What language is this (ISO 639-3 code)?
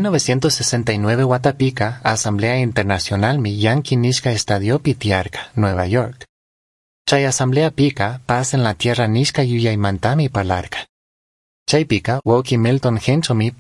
qug